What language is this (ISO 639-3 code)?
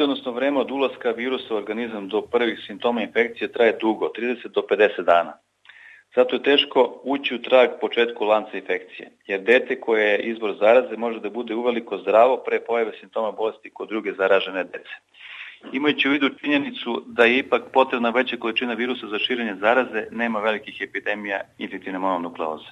srp